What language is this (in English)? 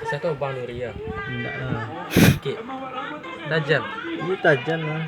Minangkabau